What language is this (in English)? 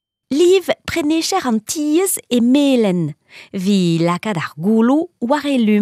Breton